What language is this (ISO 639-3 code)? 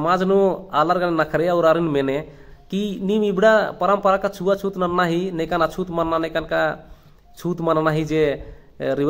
kru